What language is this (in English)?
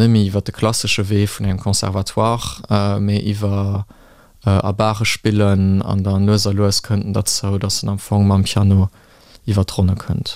Luxembourgish